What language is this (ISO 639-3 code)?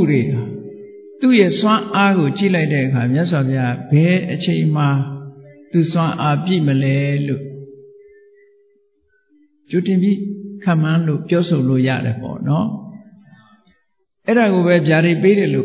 mya